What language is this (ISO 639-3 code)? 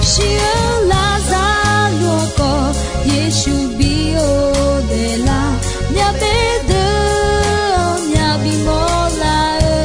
ahk